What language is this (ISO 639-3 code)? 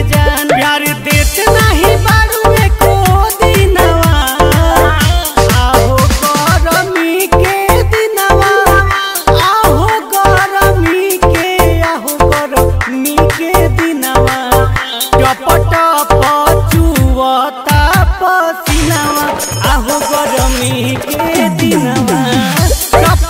bho